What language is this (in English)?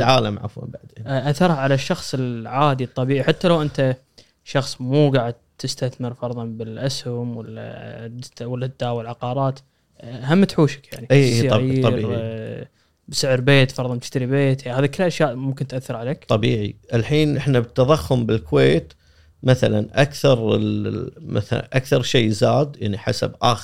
Gulf Arabic